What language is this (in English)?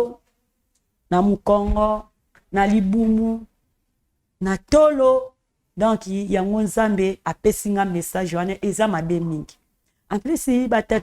Lingala